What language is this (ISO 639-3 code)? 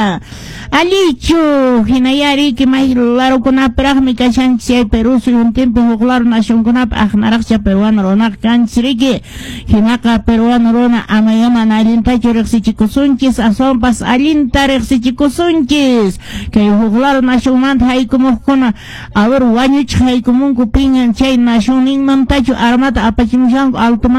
que